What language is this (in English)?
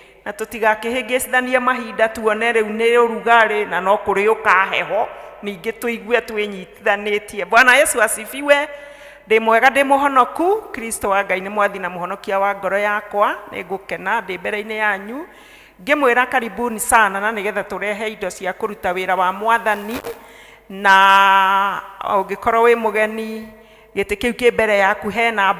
Kikuyu